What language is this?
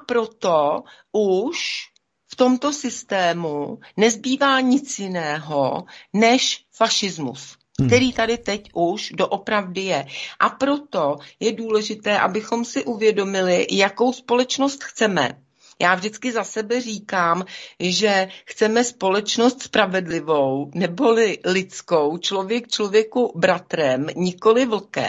Czech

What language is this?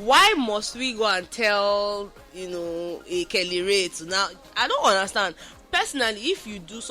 Nigerian Pidgin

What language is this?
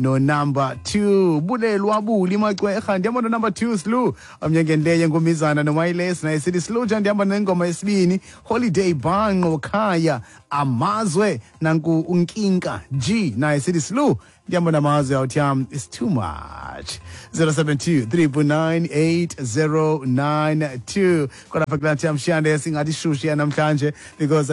Xhosa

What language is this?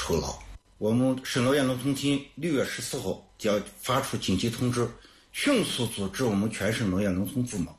Chinese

